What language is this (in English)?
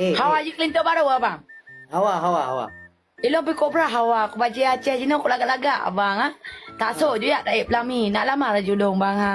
Achinese